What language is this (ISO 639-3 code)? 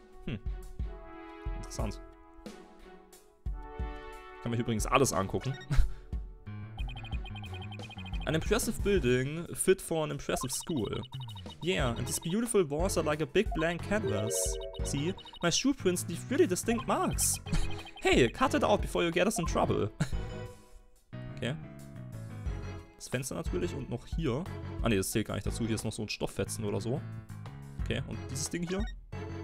deu